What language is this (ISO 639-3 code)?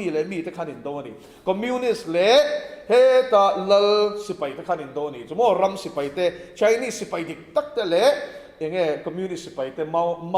lus